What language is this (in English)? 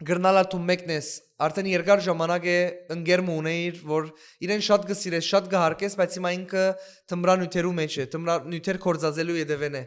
Western Armenian